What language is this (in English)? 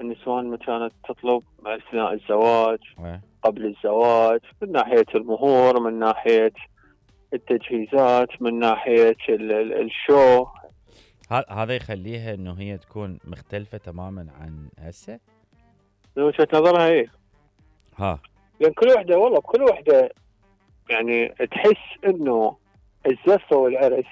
Mesopotamian Arabic